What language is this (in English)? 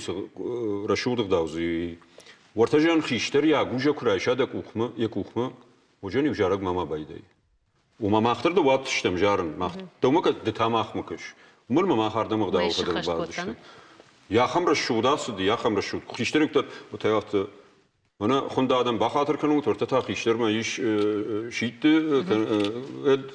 Ossetic